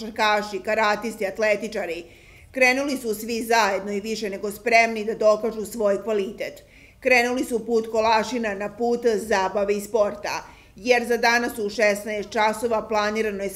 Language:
Serbian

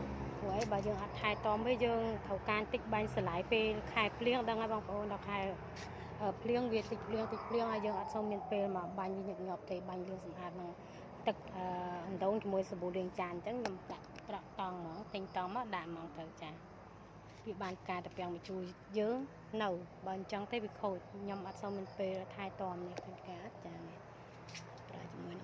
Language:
Khmer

